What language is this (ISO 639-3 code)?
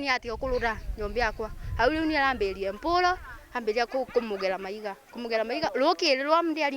mer